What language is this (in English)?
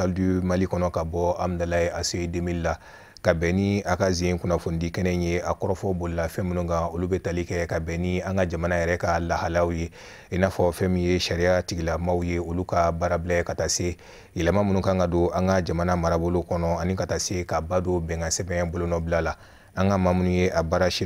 Bambara